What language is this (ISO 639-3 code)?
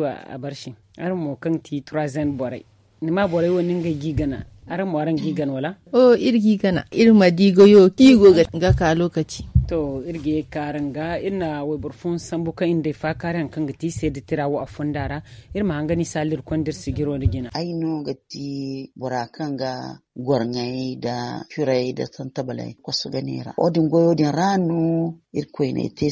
dje